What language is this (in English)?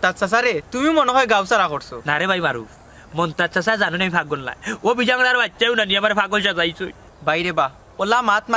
Sylheti